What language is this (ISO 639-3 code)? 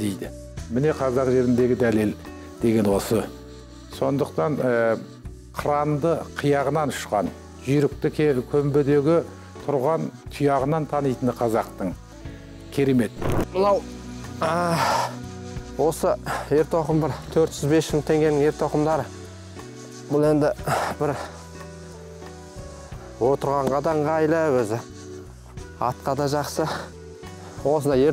kaz